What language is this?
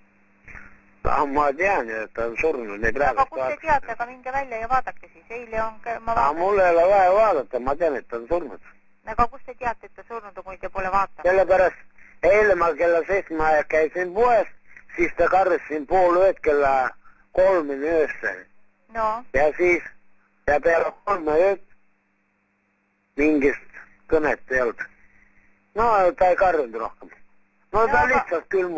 Estonian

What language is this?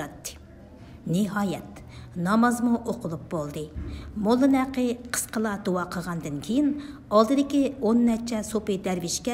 Uyghur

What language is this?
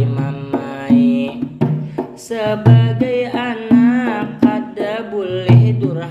Banjar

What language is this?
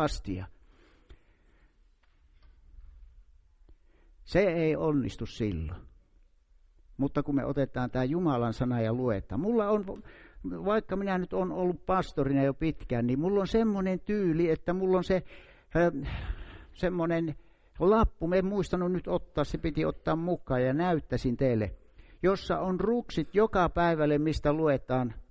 Finnish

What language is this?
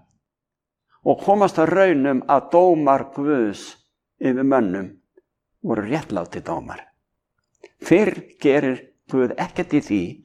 Icelandic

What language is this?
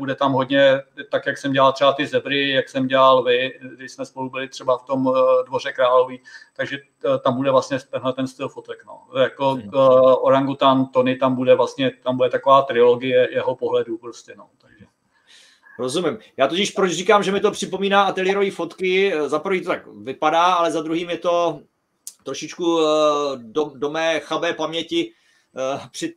Czech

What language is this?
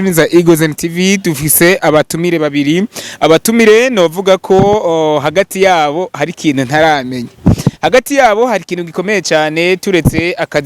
Rundi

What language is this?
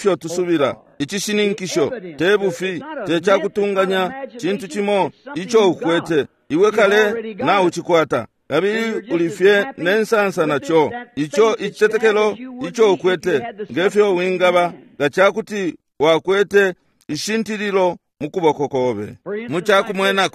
Bemba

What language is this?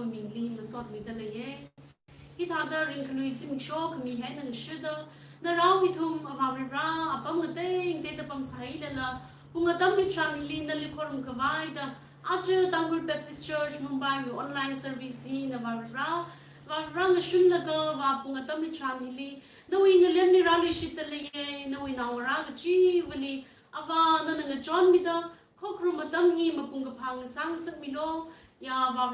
Tangkhul Naga (India)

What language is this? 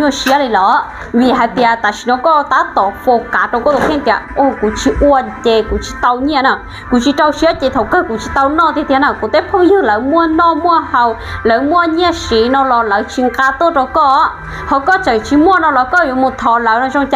Hmong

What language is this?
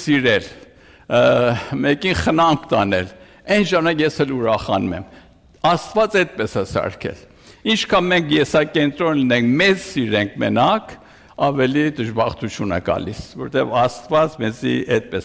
Armenian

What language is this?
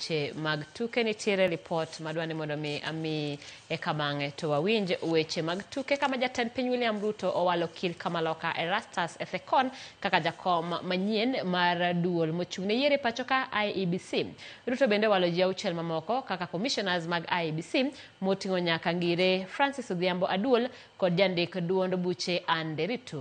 Luo (Kenya and Tanzania)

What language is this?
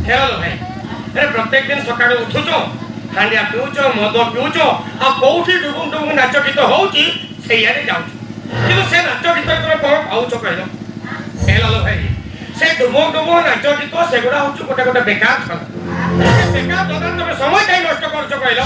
Santali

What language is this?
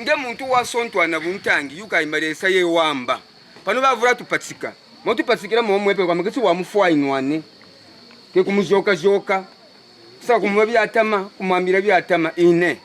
Kaonde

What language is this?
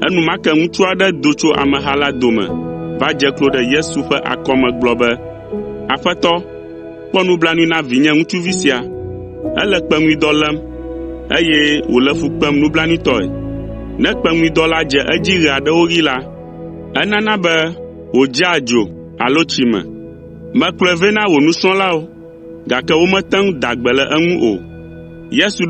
Ewe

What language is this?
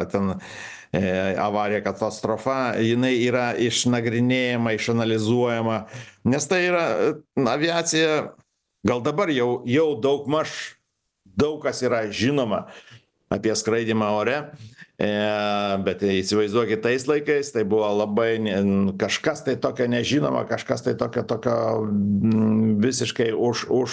Lithuanian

